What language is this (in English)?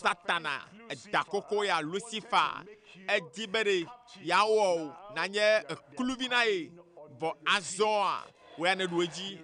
Ewe